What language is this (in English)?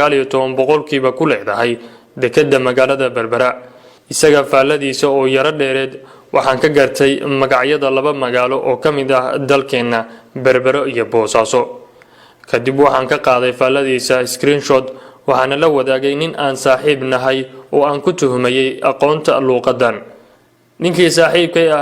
Somali